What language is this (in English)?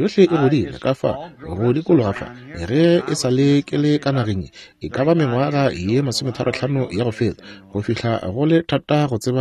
Northern Sotho